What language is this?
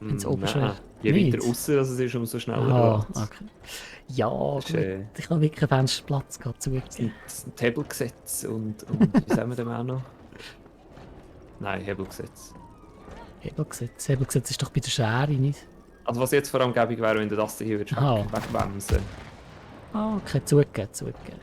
Swiss German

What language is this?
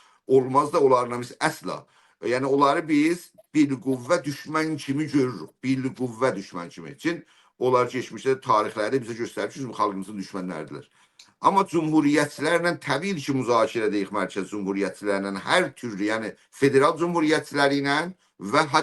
South Azerbaijani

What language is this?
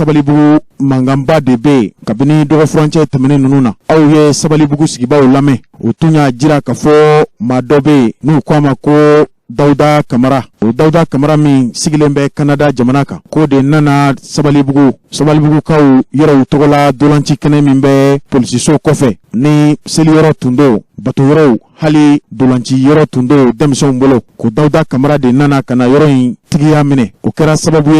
Bambara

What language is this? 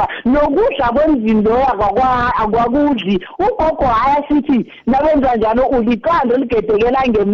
South Ndebele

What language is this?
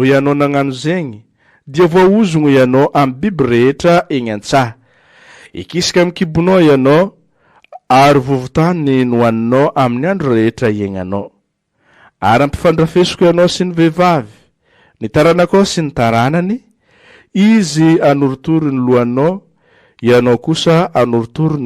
Malagasy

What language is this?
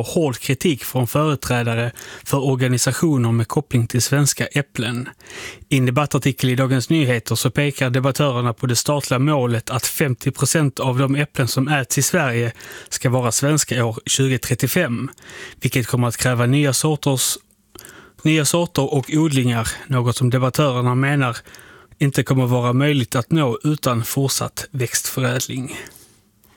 Swedish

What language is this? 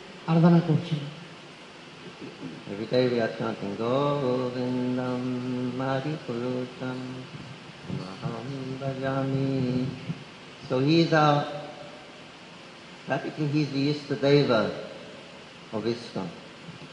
Bangla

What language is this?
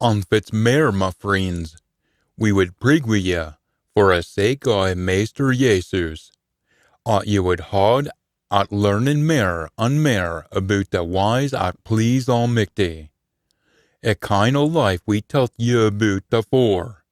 Scots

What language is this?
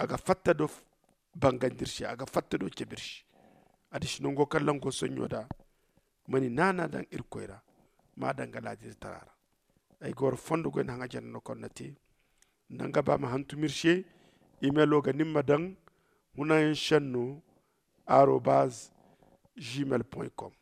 Zarma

